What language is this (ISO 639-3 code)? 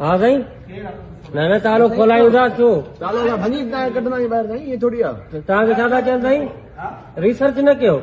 snd